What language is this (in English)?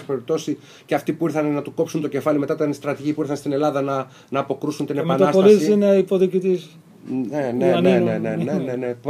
Greek